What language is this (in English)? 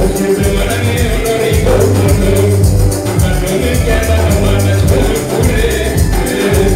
Luo (Kenya and Tanzania)